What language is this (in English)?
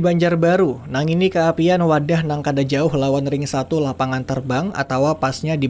Banjar